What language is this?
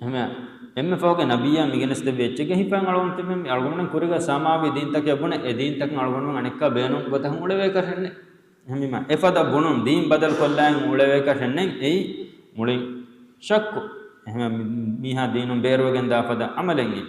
Divehi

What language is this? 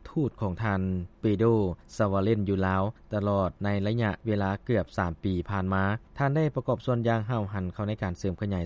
Lao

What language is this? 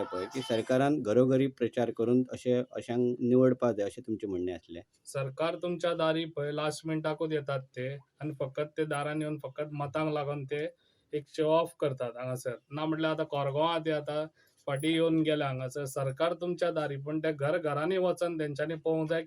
Konkani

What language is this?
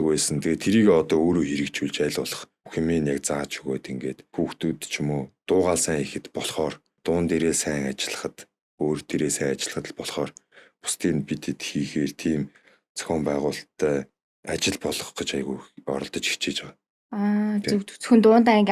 Mongolian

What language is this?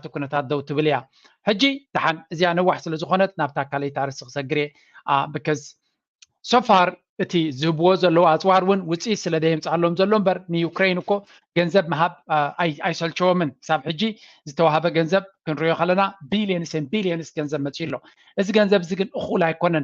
Tigrinya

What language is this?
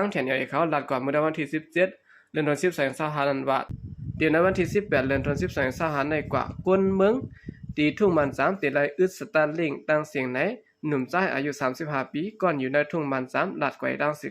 Shan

